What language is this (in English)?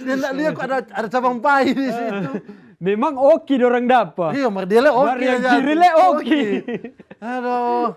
Manado Malay